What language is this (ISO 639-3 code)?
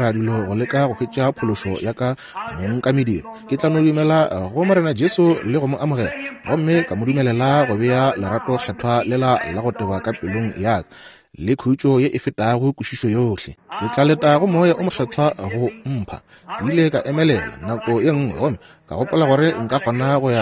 nso